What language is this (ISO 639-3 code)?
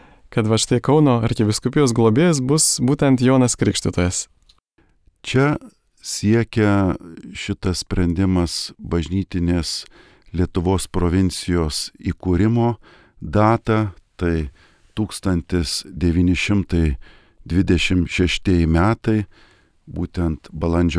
lit